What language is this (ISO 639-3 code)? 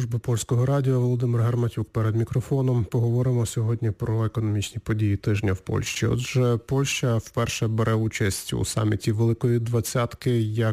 ukr